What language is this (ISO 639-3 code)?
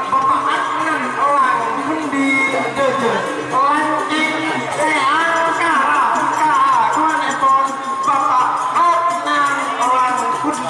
mad